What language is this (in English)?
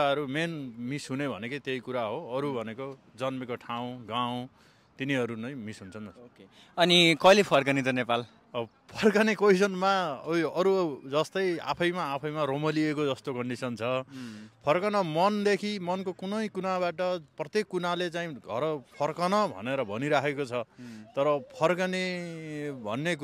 Nepali